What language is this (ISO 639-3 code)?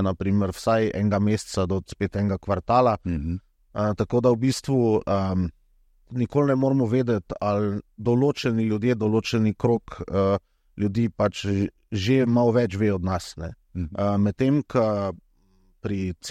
slv